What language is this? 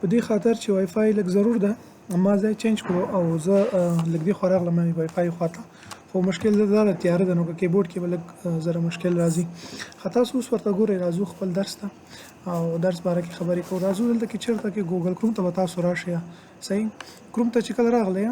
Pashto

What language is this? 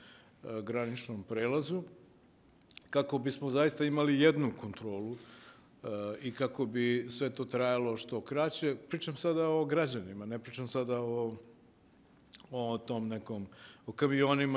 Serbian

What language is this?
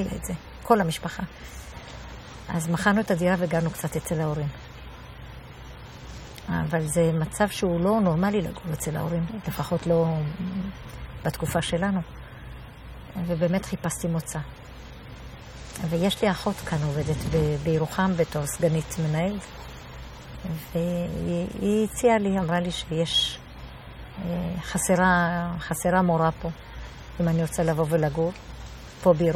Hebrew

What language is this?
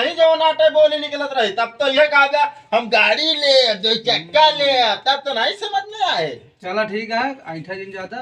Awadhi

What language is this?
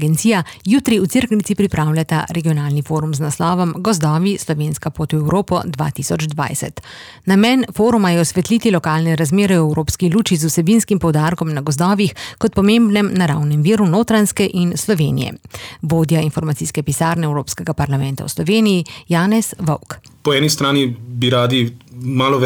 Slovenian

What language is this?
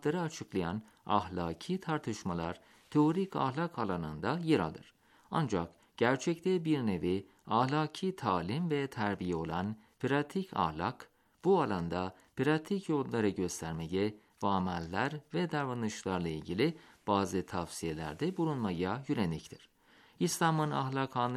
Turkish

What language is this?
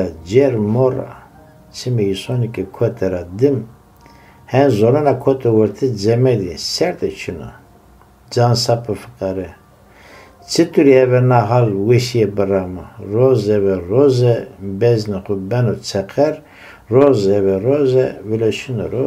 Zaza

